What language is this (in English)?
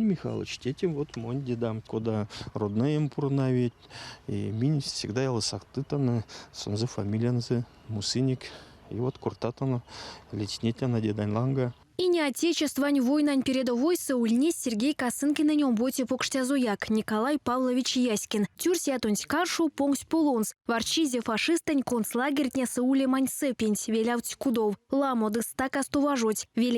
Erzya